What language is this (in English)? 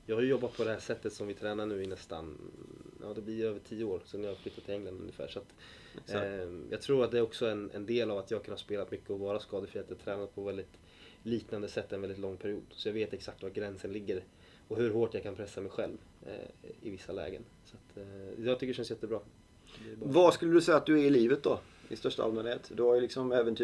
Swedish